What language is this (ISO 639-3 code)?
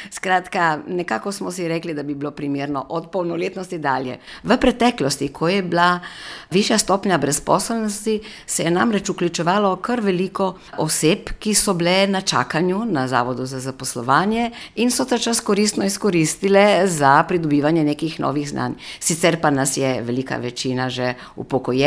slv